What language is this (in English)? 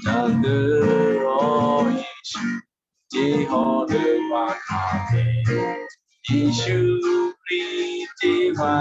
Western Kayah